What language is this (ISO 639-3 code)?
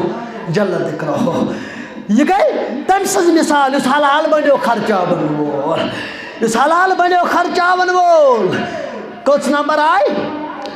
kas